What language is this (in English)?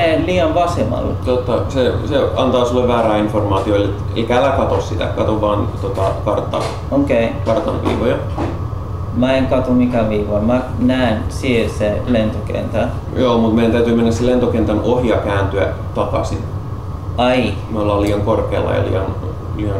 Finnish